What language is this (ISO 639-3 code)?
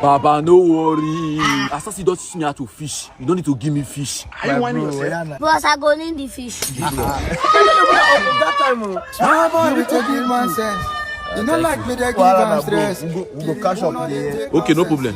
pcm